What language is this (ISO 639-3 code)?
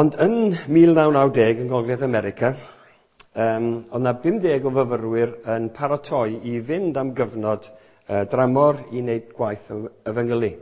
cym